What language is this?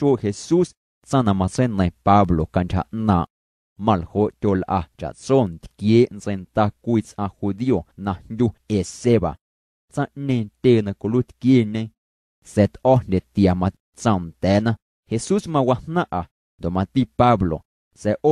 Guerrero Amuzgo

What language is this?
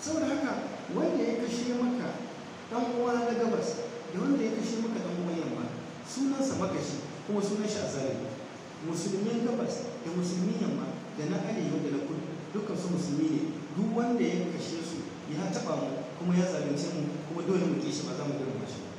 Hausa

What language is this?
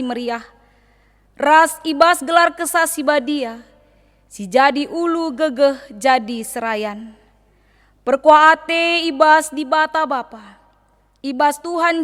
Batak Karo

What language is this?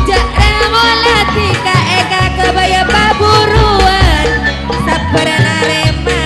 Madurese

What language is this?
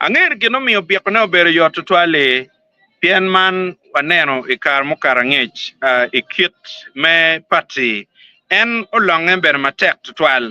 Acoli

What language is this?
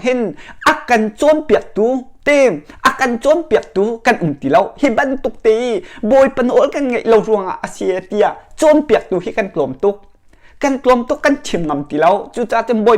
Hakha Chin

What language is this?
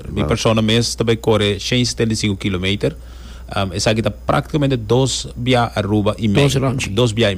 Papiamento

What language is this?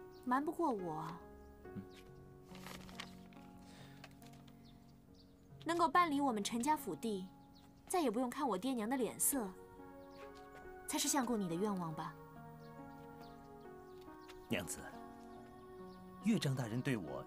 Chinese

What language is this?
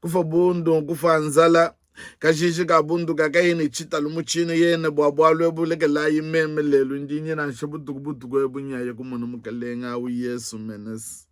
Luba-Lulua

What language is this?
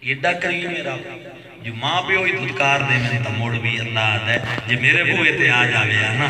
Saraiki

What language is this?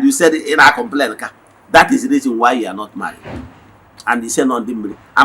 Igbo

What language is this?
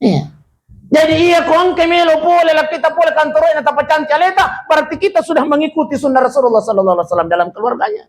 Buginese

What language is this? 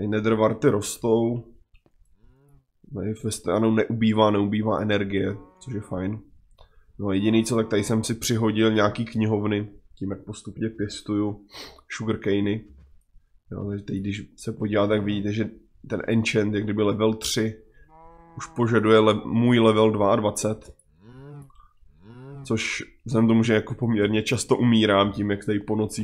Czech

